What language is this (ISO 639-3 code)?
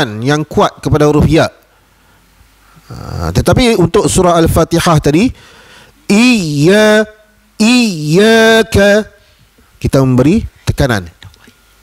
msa